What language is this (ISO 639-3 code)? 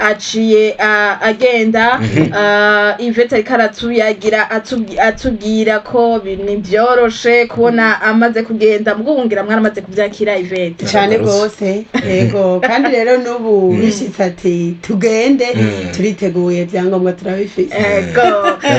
run